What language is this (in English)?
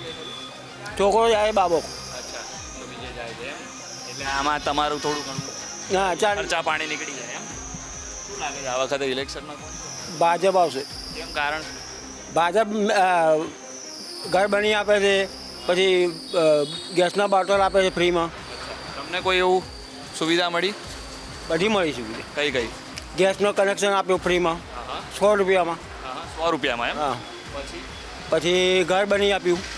Gujarati